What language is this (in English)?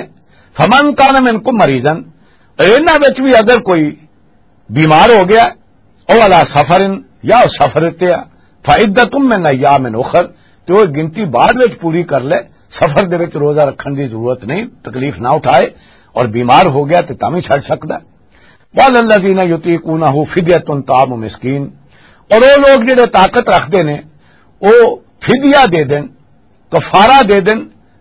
Western Panjabi